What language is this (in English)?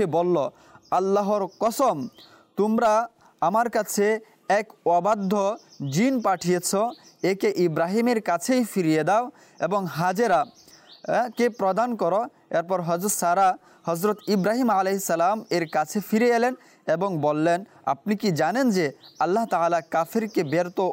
Bangla